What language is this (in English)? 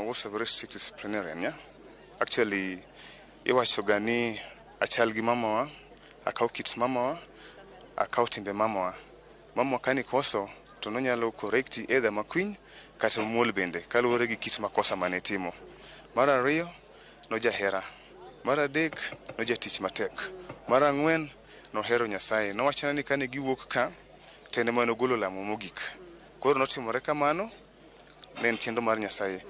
Luo (Kenya and Tanzania)